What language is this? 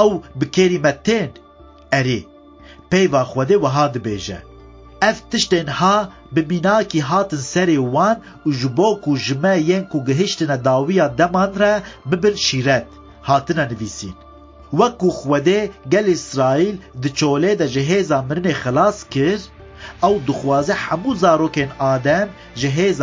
Kurdish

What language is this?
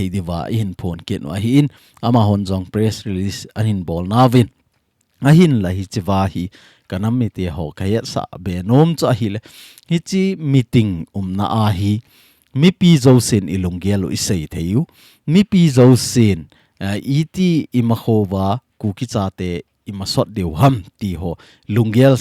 Thado Chin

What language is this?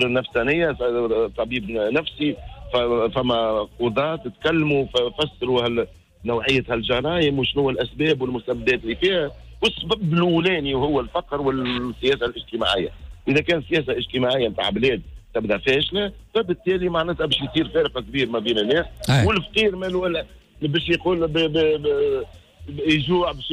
Tunisian Arabic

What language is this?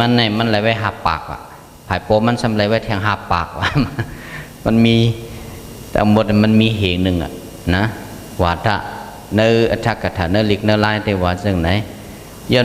Shan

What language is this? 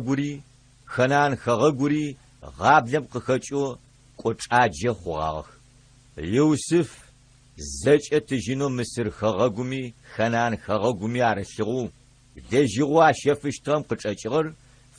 Adyghe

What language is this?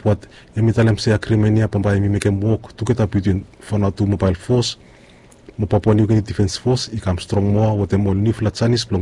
Bislama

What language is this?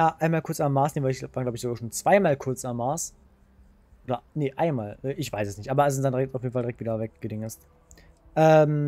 German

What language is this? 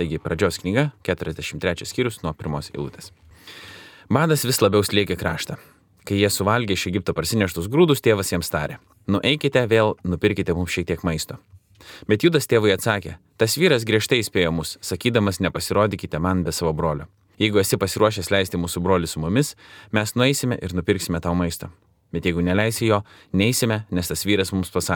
Lithuanian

